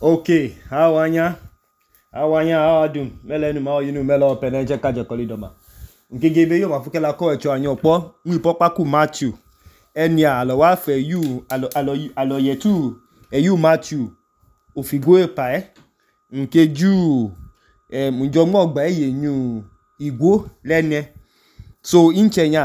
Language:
Idoma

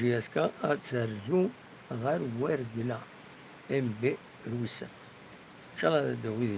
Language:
Kabyle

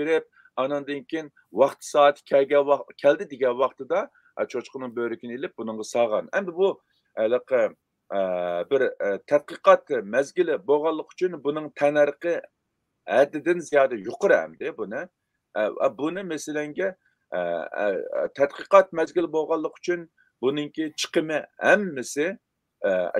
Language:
Uyghur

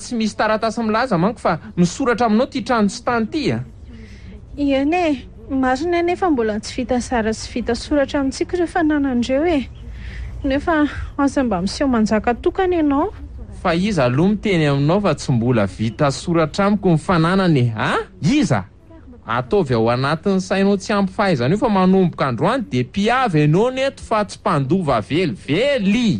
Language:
Malagasy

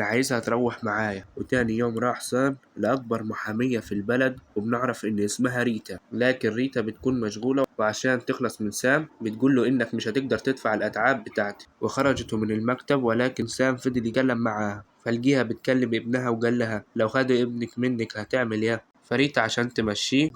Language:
Egyptian Arabic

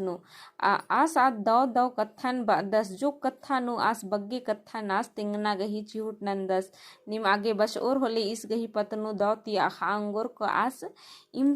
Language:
Kurukh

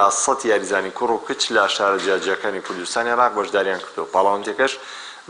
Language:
Central Kurdish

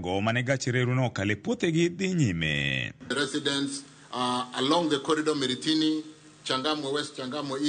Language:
Luo (Kenya and Tanzania)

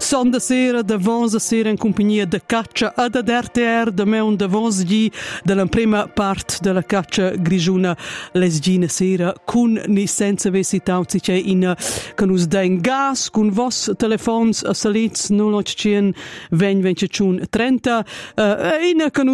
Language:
Romansh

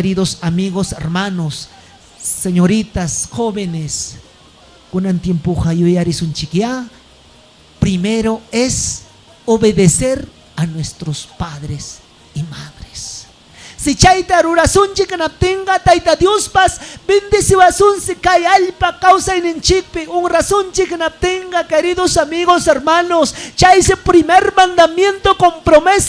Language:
Ayacucho Quechua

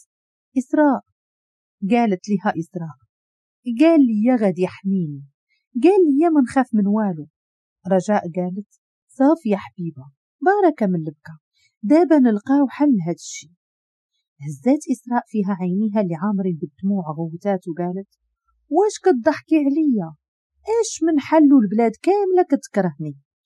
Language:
Moroccan Arabic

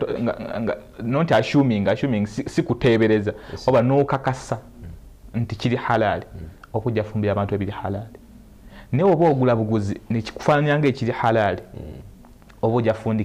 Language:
Ganda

